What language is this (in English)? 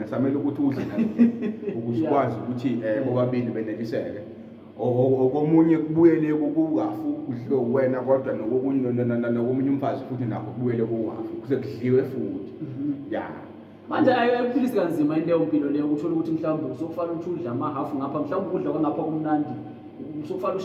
Zulu